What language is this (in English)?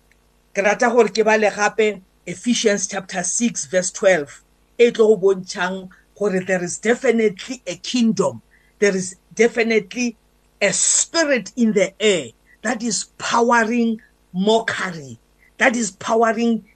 English